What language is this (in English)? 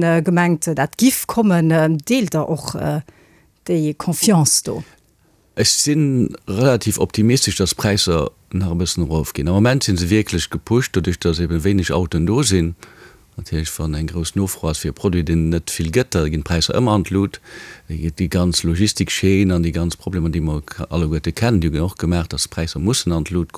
Luxembourgish